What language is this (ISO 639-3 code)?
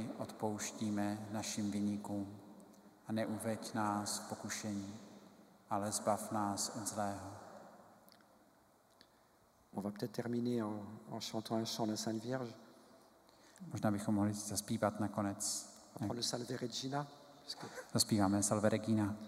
ces